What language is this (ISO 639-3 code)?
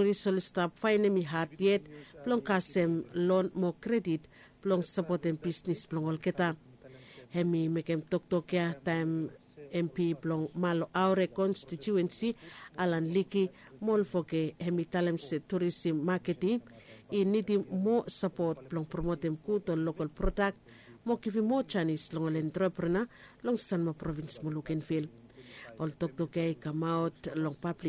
bis